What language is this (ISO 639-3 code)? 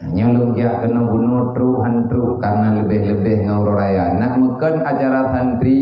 ace